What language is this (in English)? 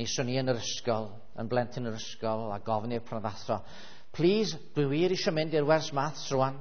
Welsh